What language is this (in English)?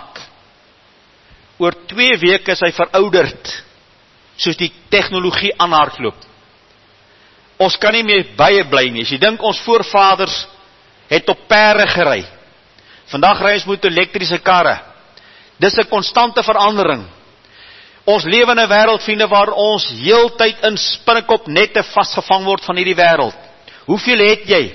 Afrikaans